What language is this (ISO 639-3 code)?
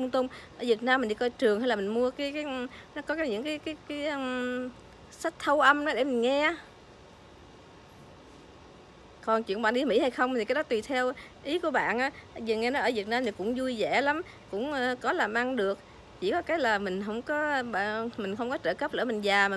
vie